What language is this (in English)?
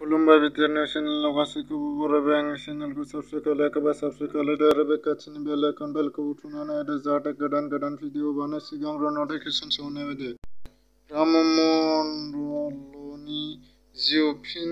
Bodo